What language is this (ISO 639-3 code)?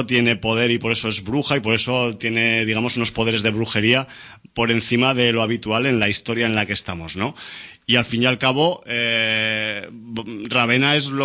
spa